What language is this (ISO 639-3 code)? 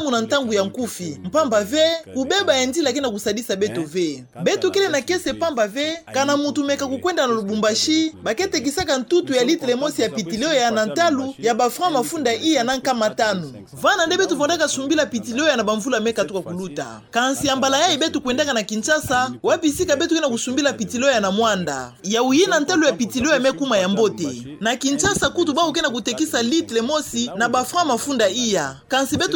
ktu